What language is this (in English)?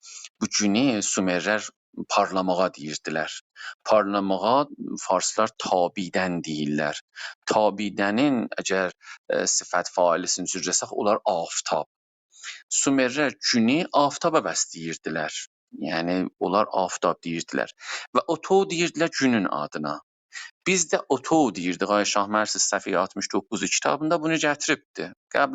South Azerbaijani